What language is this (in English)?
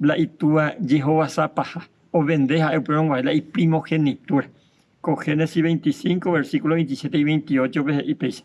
Guarani